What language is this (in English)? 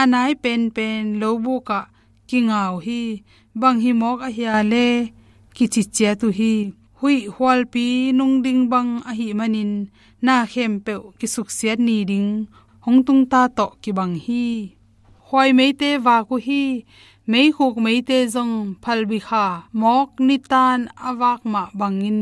Tedim Chin